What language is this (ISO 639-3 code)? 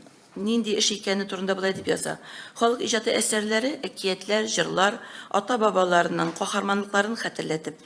tat